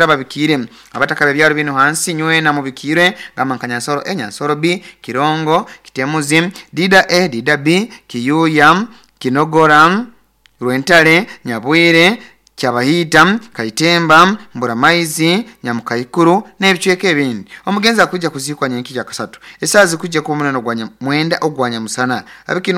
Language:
Nyoro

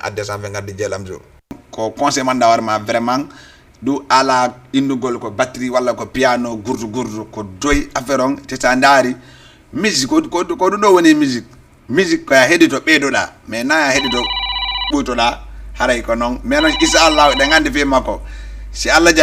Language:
Fula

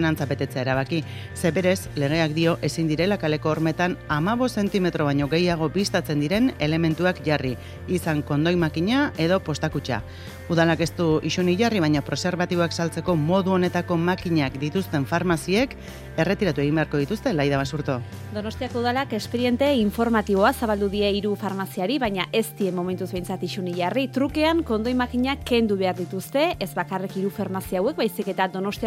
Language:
Basque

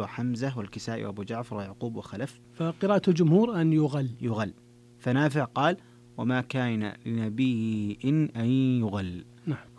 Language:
Arabic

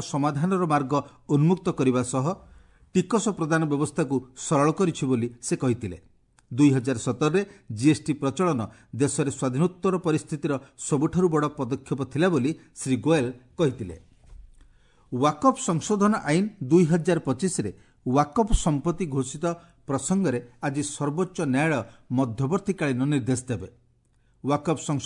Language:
Odia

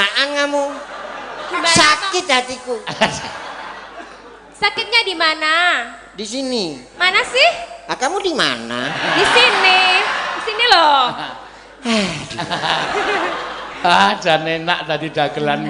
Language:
Javanese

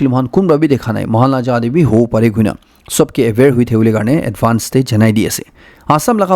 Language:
Naga Pidgin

